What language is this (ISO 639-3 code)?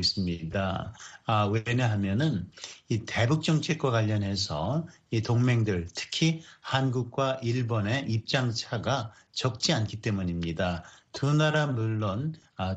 kor